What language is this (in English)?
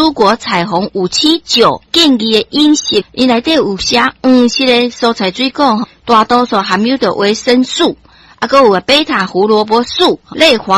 Min Nan Chinese